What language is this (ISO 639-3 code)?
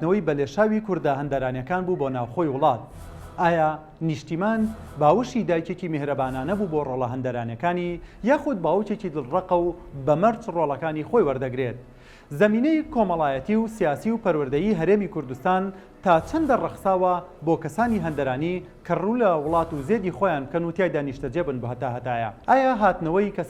ckb